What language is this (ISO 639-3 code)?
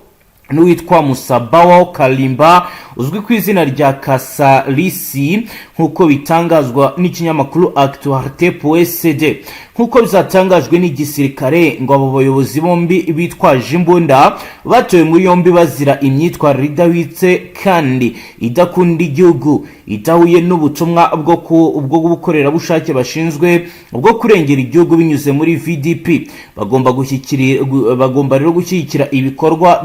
kin